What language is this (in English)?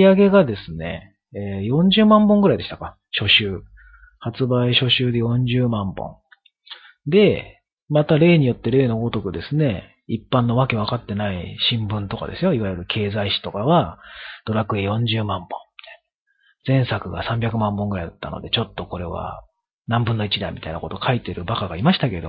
Japanese